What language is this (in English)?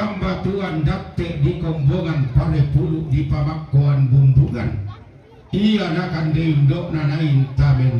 Toraja-Sa'dan